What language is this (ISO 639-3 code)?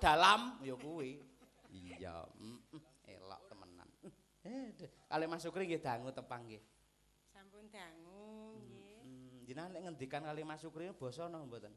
jav